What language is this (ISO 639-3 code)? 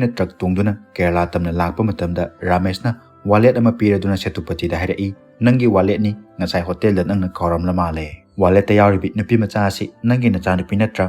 mni